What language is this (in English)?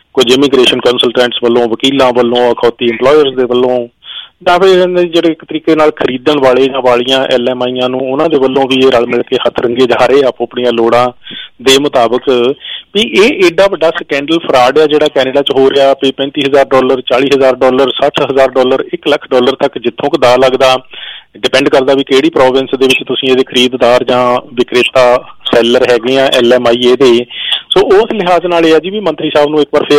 Punjabi